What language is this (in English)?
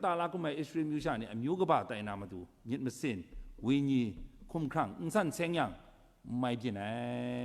Kachin